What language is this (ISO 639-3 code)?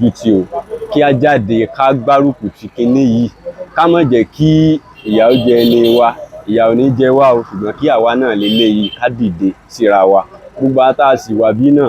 yor